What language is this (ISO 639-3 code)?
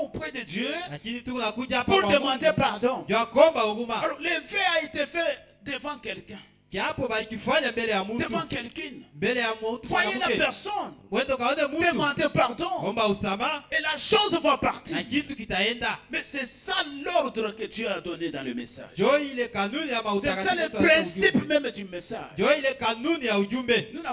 swa